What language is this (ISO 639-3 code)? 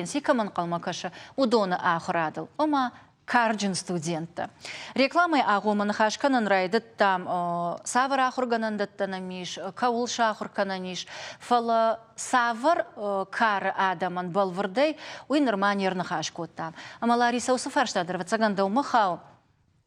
oss